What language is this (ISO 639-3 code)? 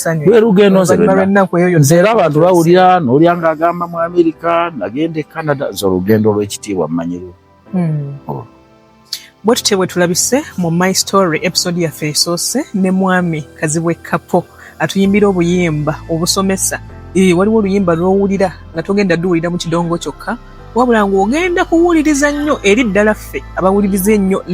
lug